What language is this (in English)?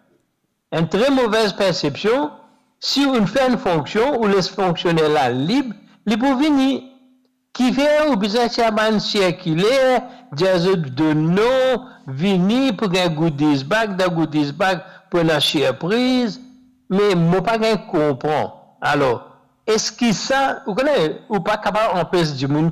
Morisyen